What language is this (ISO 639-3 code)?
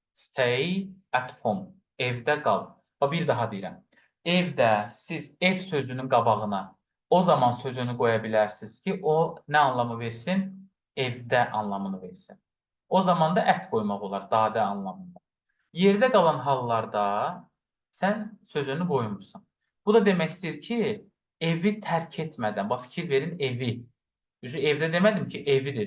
aze